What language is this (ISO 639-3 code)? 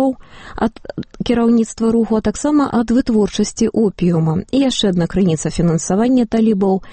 bel